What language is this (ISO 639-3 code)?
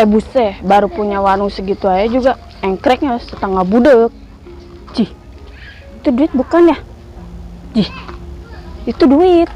bew